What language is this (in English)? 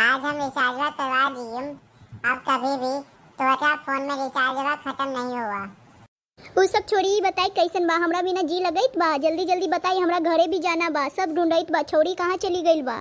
Bhojpuri